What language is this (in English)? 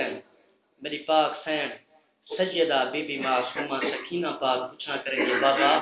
Saraiki